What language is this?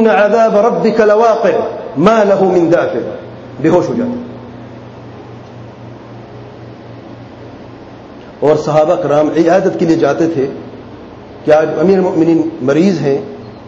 Urdu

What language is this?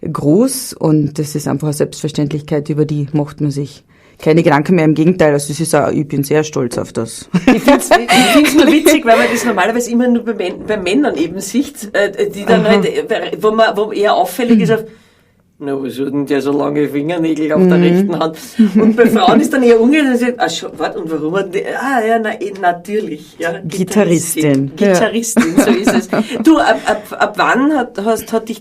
Bavarian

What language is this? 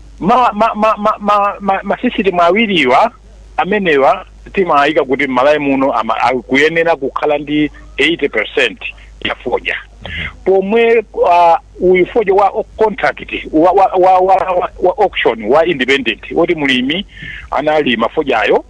Nyanja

